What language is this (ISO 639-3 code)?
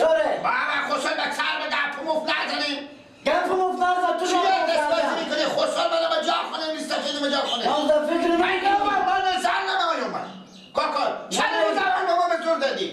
fas